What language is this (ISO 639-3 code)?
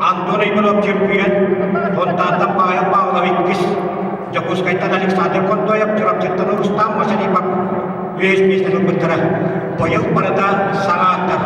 sah